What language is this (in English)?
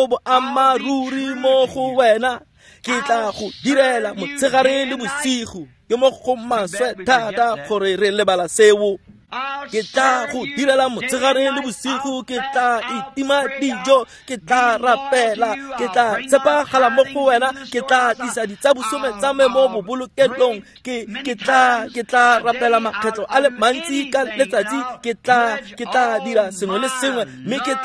Tswana